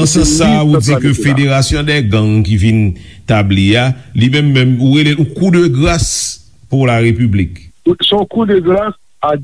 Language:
Haitian Creole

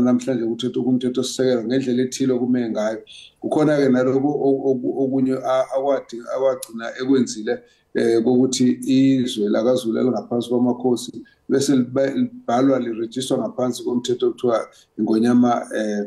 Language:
Zulu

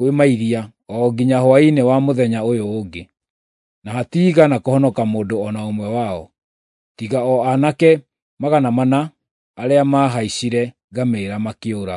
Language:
Kikuyu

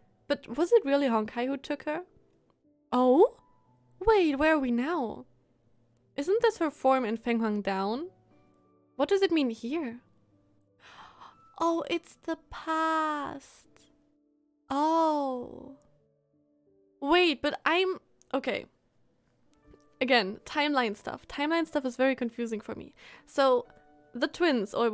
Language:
English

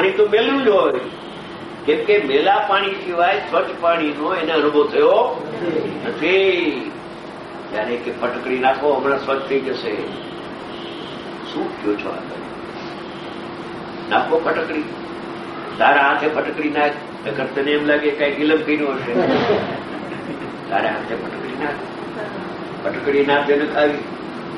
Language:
Gujarati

